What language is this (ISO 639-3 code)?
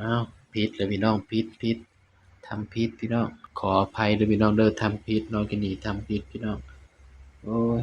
tts